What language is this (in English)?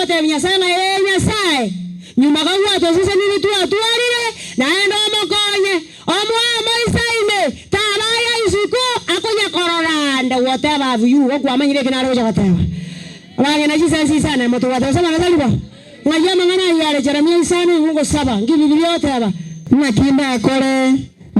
Gusii